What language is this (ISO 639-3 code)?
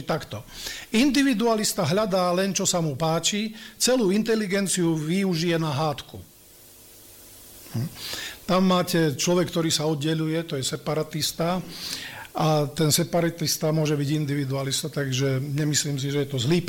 slk